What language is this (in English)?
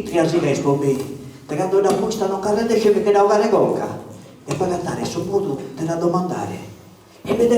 Sardinian